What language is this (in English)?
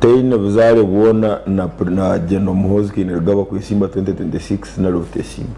Nyankole